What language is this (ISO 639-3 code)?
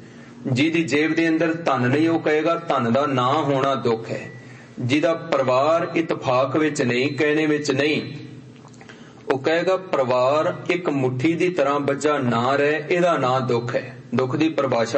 pan